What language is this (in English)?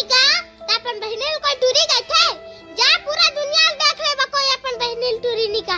Chhattisgarhi